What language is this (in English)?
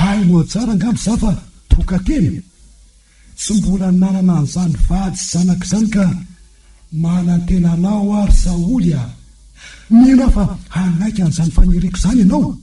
Malagasy